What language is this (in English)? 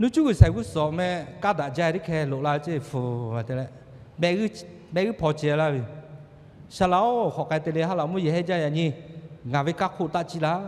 Lahu